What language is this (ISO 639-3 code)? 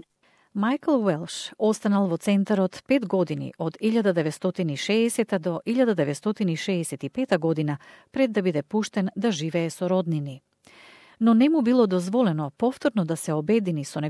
mkd